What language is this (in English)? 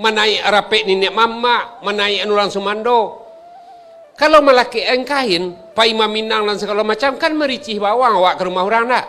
Minangkabau